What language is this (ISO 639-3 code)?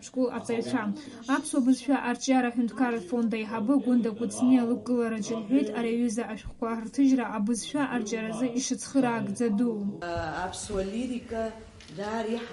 abk